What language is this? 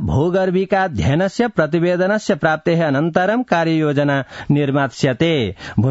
Sanskrit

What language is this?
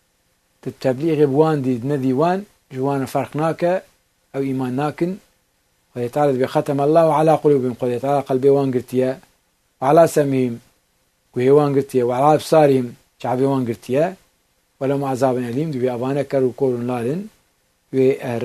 Kurdish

